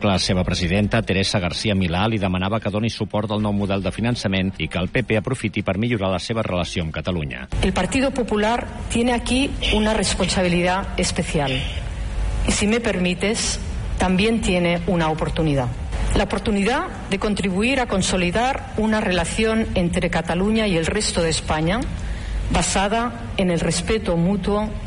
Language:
Catalan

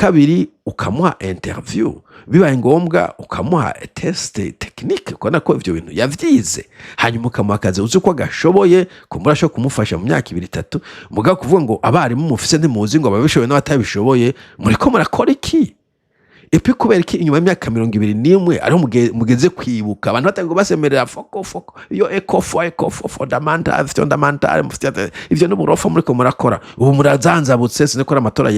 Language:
Rundi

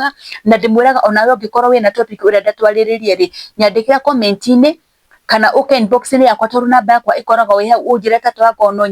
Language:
Kikuyu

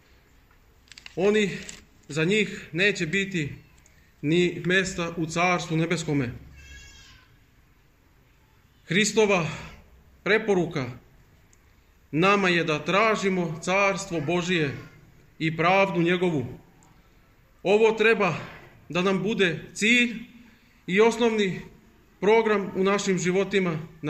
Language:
Serbian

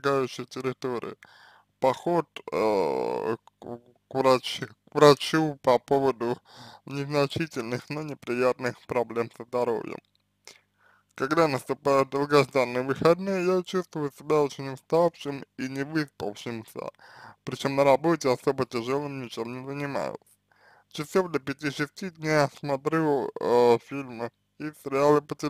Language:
Russian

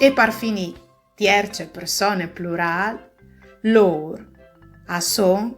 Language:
Friulian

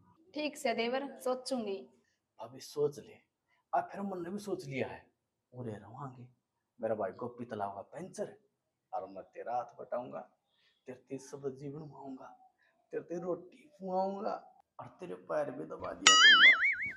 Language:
Haryanvi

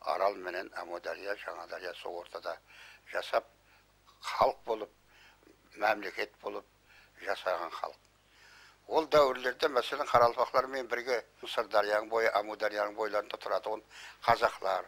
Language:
Kara-Kalpak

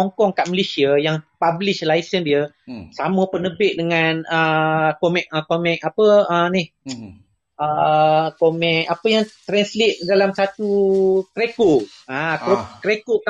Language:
Malay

